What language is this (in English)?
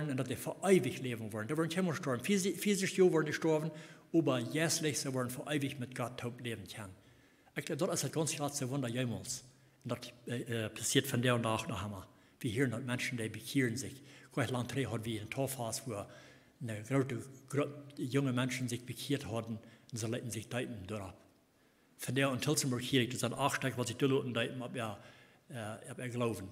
Plautdietsch